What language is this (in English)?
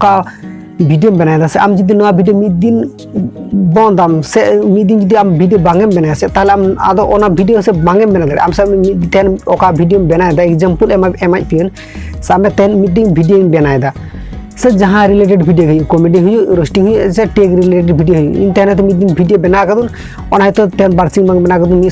Santali